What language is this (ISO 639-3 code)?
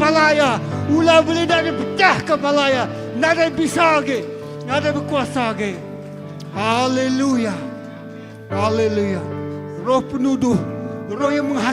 iba